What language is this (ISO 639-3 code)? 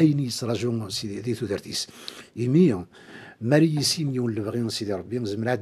kab